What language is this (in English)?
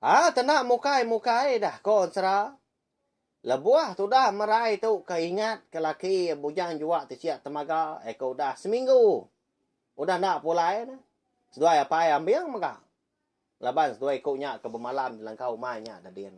Iban